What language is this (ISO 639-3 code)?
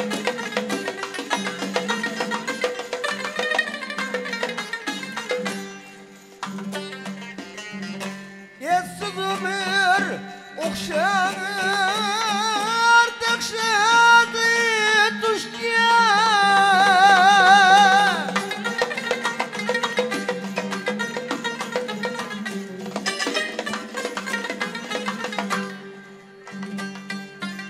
tur